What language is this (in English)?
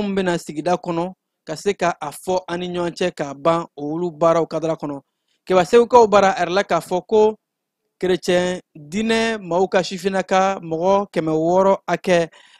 Bambara